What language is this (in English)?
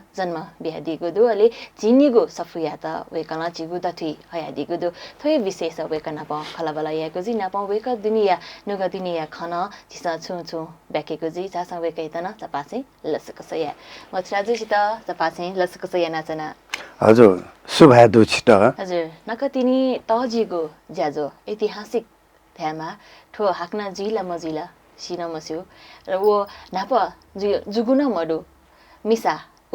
Newari